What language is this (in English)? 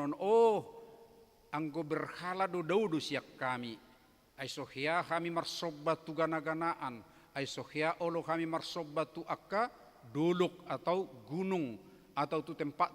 Batak Toba